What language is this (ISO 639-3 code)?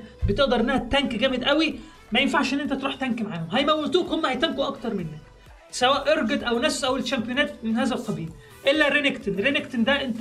arz